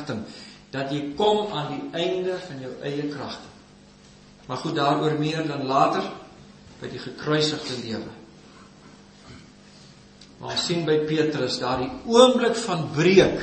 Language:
Afrikaans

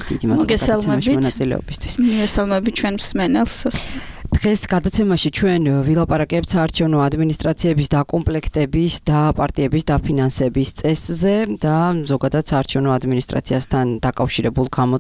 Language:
Georgian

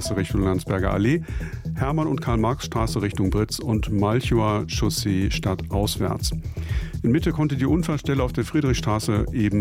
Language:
German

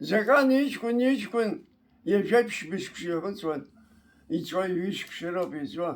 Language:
Abkhazian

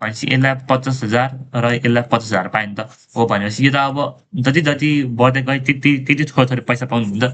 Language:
Nepali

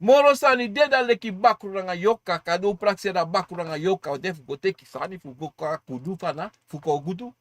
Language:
Sranan Tongo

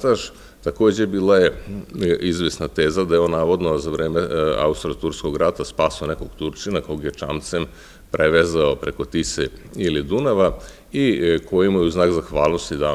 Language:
Serbian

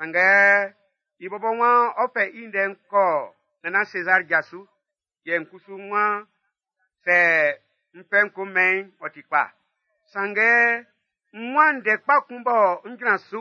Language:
Baoulé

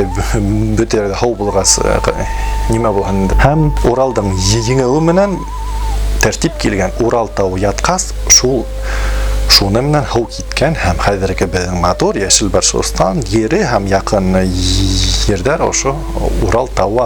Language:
Bashkir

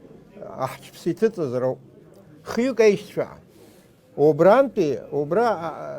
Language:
Abkhazian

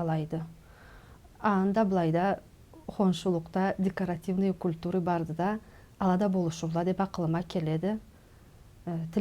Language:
Karachay-Balkar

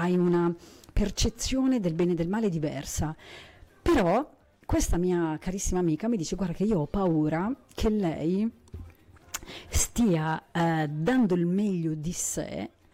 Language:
Italian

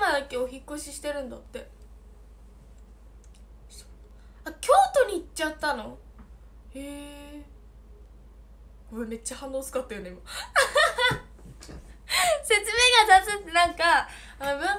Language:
Japanese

